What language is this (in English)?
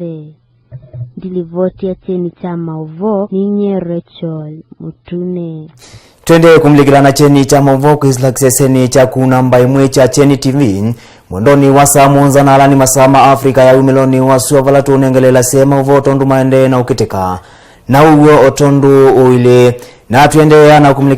Kamba